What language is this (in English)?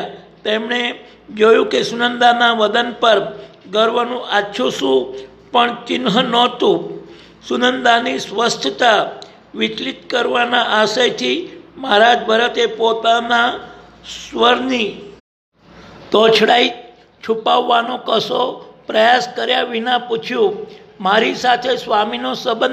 Gujarati